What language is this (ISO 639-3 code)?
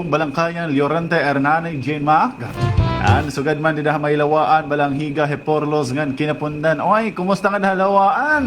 war